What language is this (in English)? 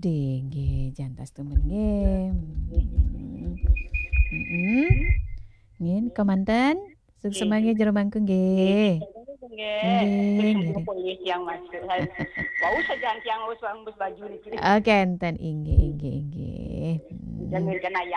Balinese